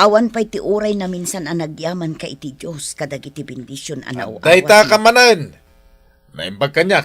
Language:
Iloko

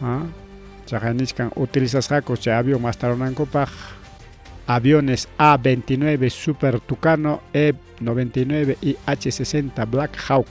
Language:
Ayacucho Quechua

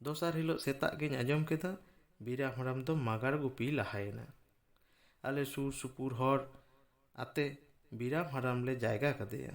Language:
Santali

